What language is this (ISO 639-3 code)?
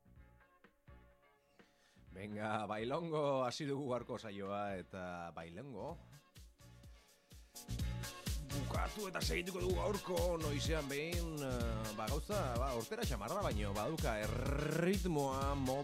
eus